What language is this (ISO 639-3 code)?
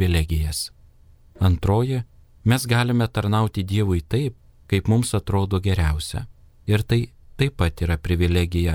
lit